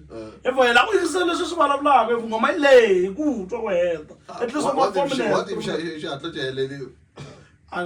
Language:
Tsonga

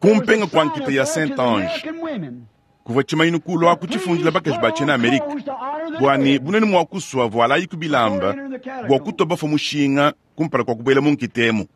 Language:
Luba-Lulua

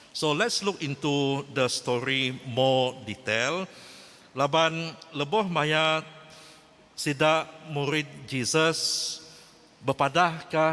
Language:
Iban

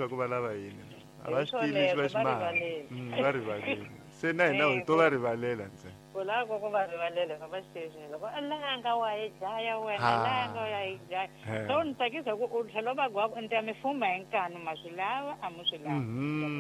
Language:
Tsonga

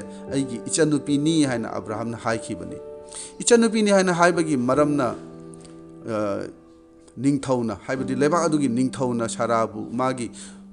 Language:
Manipuri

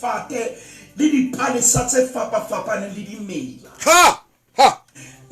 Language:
Southern Sotho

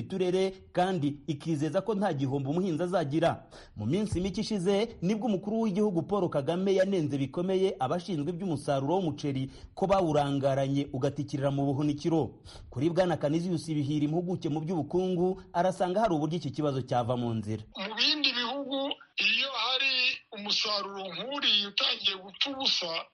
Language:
Kinyarwanda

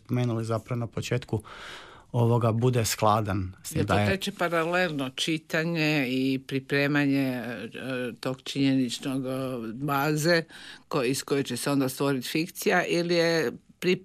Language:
Croatian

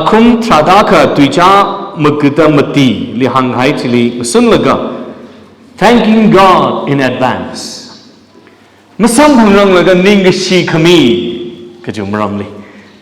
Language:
Tangkhul Naga (India)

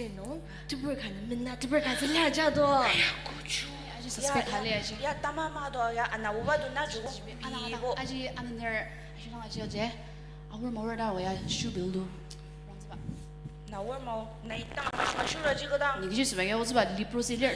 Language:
Ao Naga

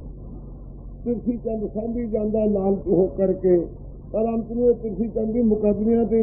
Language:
Punjabi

